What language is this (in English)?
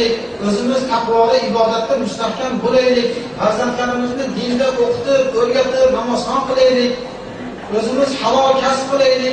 Uzbek